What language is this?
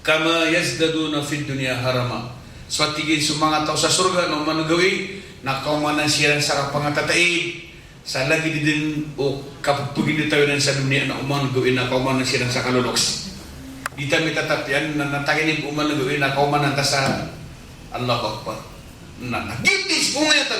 Maranao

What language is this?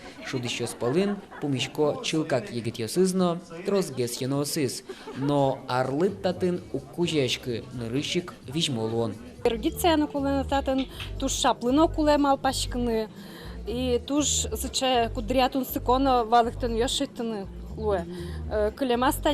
Udmurt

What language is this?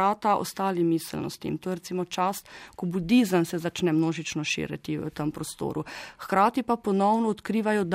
Slovenian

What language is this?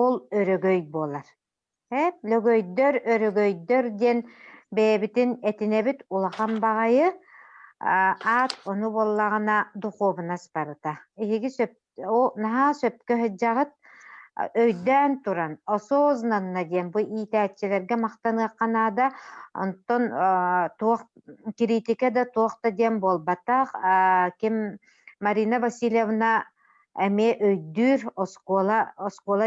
Yakut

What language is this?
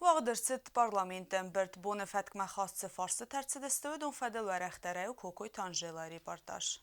Ossetic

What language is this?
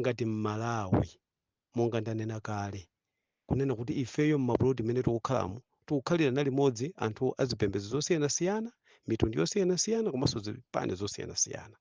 Nyanja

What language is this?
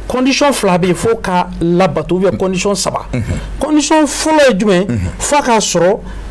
Bambara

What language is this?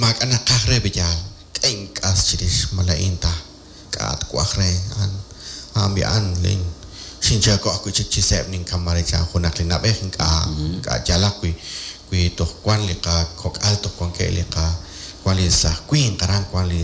Kekchí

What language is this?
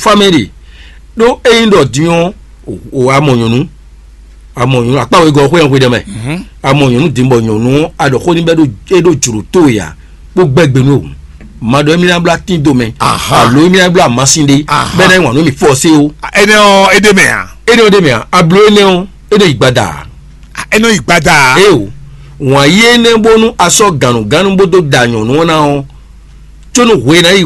Fon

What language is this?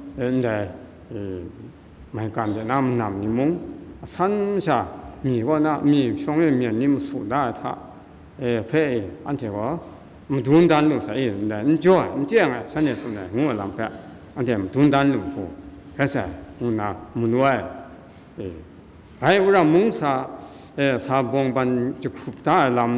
Kachin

